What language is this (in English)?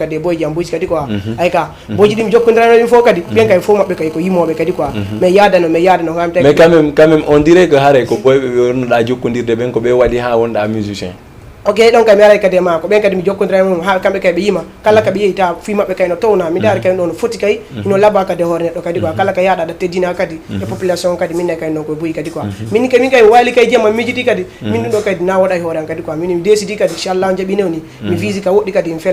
Fula